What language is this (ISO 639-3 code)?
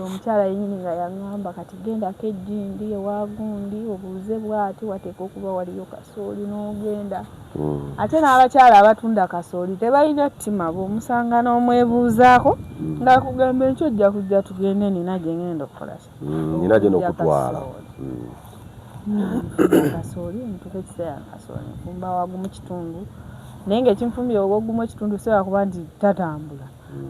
lug